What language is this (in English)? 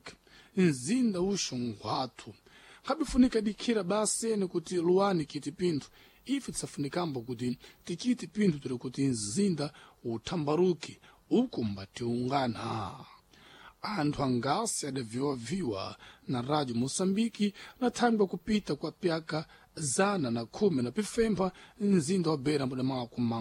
Sena